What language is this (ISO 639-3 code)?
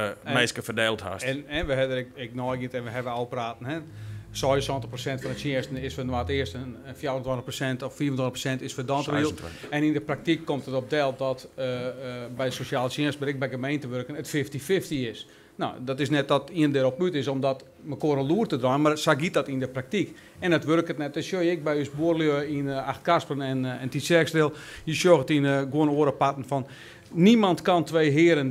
nld